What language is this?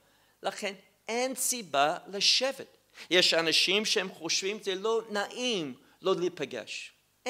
Hebrew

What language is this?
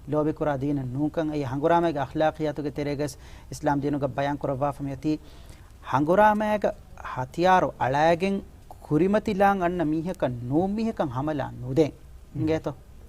Divehi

